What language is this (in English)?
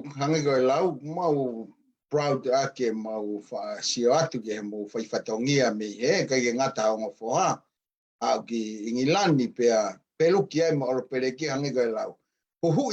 Tongan